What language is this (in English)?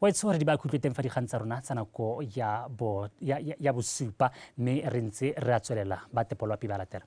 Tswana